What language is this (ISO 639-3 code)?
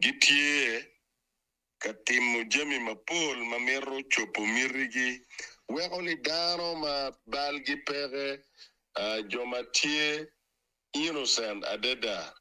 ach